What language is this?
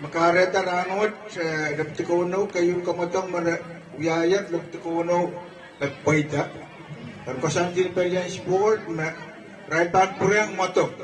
Pohnpeian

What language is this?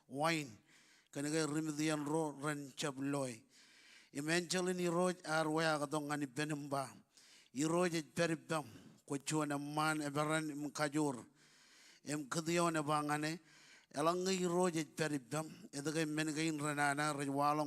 Marshallese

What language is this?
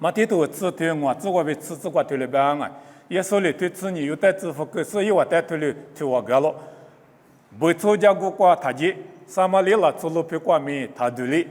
Lisu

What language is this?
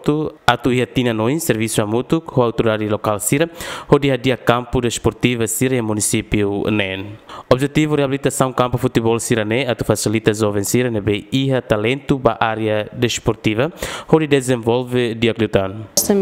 Tetum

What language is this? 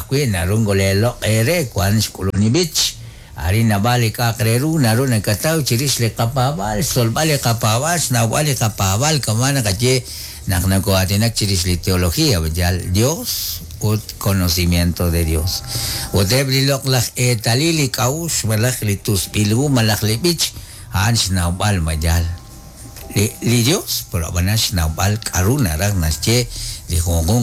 Kekchí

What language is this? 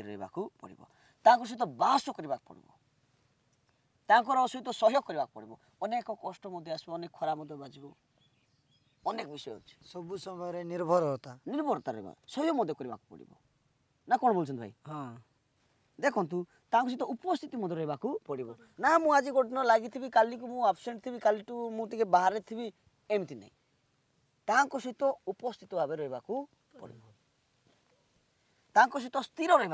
Odia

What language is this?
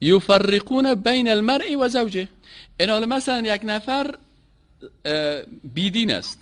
Persian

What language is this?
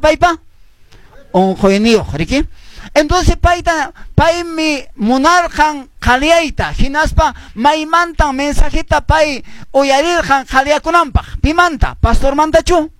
Quechua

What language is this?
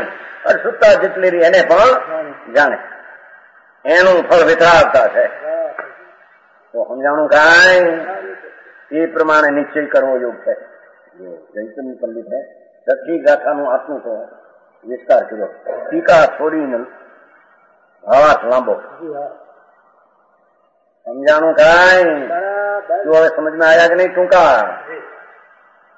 Gujarati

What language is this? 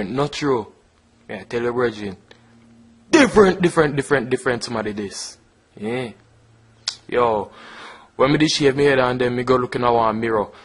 Jamaican Creole English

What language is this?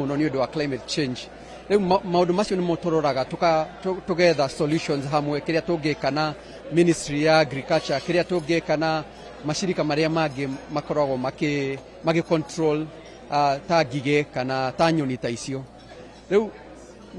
Kikuyu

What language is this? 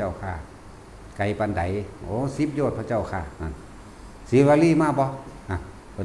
Northeastern Thai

